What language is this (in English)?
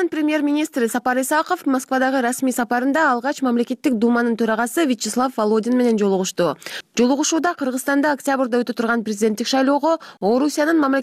Kyrgyz